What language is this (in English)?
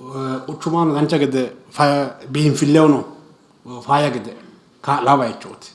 Sidamo